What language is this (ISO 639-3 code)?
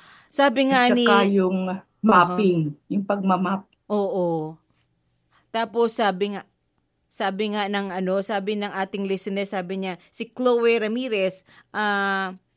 fil